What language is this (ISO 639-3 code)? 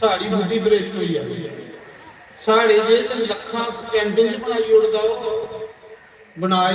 doi